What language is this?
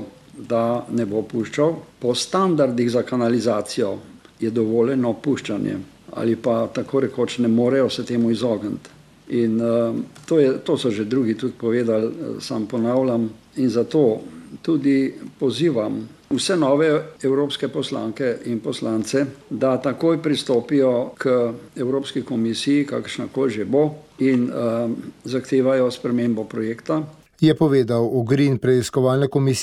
Slovenian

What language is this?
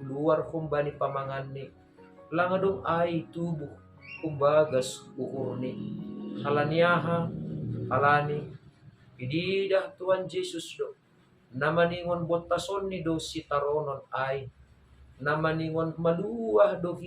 Batak Simalungun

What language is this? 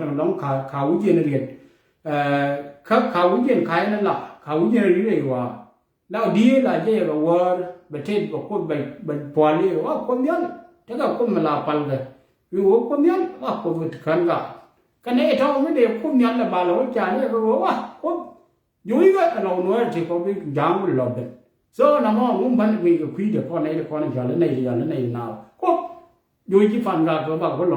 Nuer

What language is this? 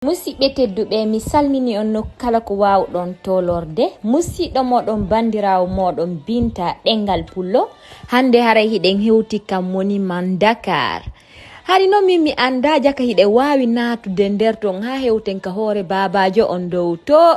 Fula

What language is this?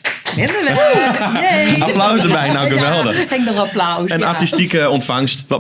Western Frisian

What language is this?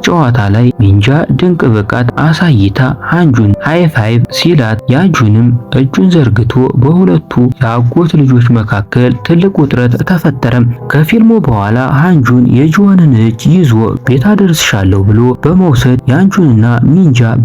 Amharic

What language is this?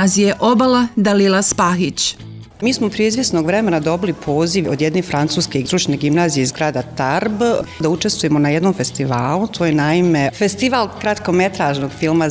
Bosnian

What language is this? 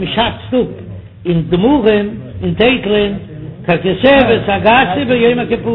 Yiddish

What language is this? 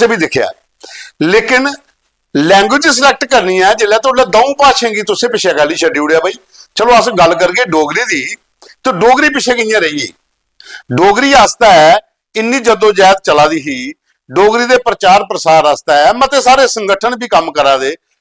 Dogri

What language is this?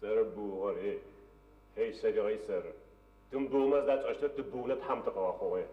Adyghe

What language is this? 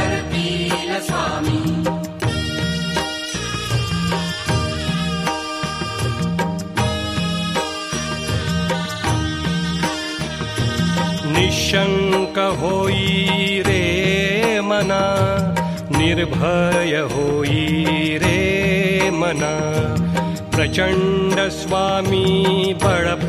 Marathi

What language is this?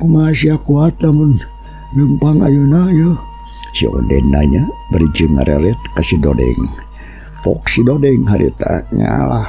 Sundanese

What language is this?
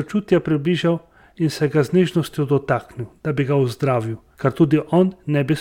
Slovenian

